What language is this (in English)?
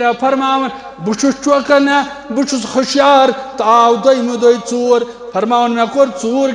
Kashmiri